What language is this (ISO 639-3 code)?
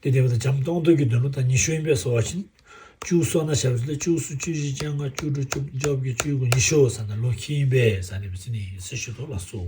bod